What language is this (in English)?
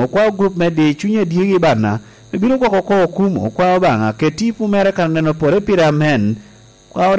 Lango (Uganda)